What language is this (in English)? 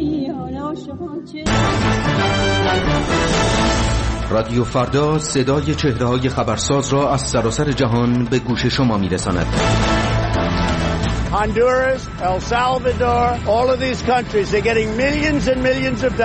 Persian